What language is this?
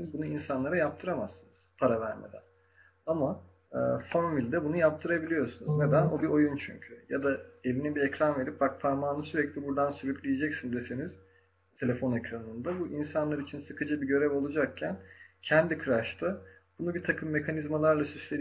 Turkish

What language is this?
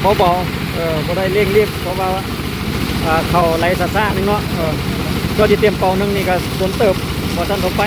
Lao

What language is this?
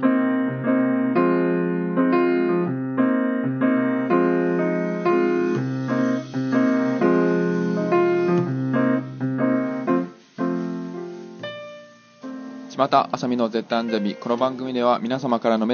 Japanese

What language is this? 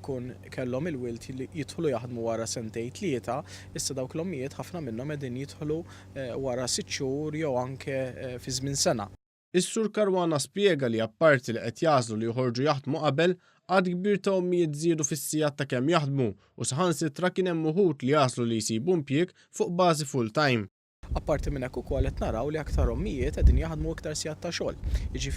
Maltese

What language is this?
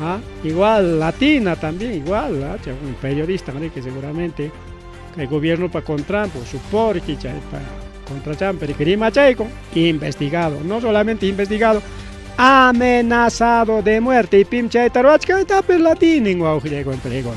Ayacucho Quechua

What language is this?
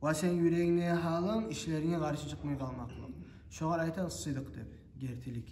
Kumyk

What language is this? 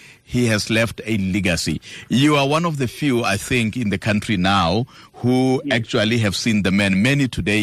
Tswana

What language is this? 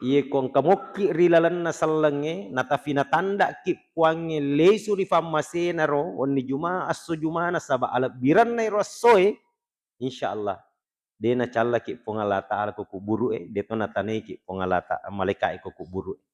Buginese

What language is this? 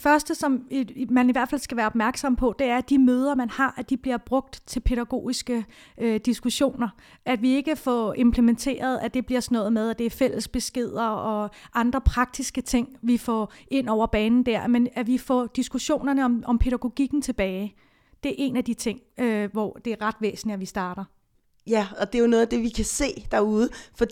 Danish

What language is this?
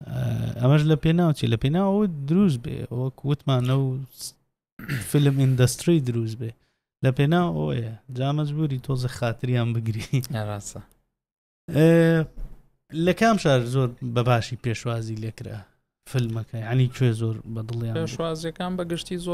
Central Kurdish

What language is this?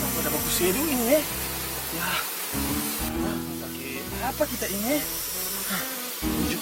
Manado Malay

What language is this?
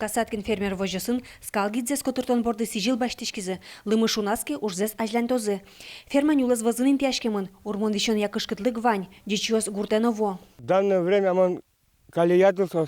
Udmurt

